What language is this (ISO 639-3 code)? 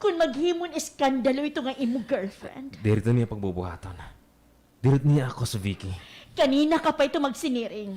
war